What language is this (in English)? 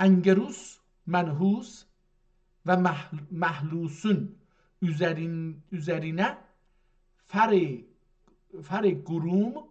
South Azerbaijani